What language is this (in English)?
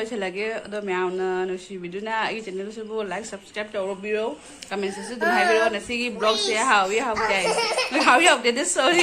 Manipuri